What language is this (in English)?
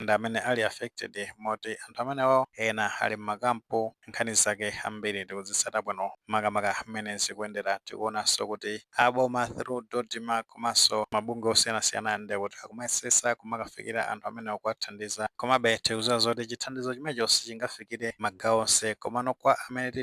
Nyanja